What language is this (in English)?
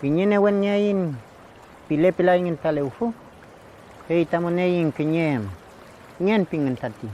Mapuche